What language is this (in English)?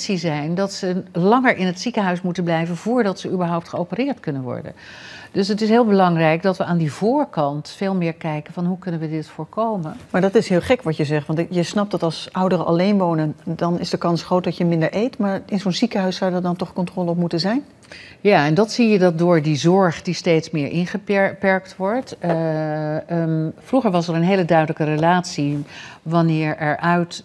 Dutch